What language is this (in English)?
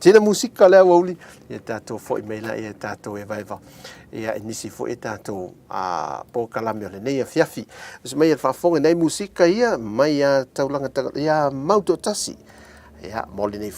Samoan